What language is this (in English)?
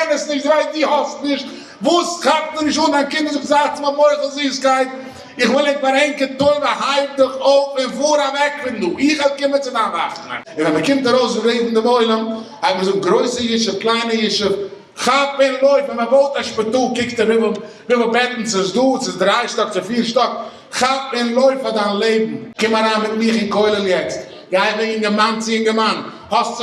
Yiddish